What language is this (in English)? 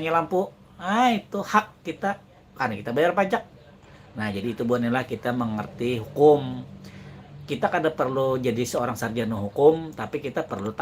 Banjar